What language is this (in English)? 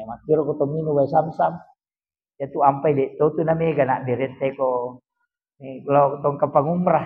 Buginese